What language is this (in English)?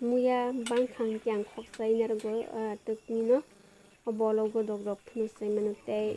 Kok Borok